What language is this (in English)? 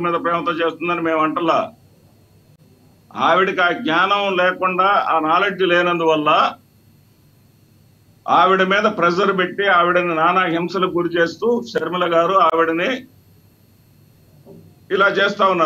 Telugu